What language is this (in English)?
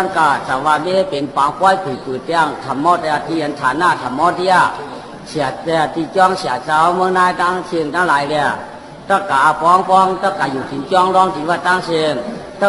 Shan